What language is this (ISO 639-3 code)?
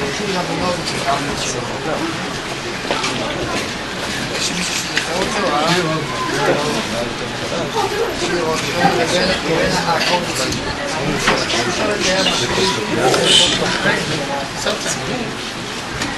heb